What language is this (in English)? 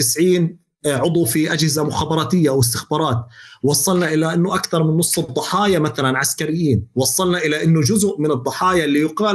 North Levantine Arabic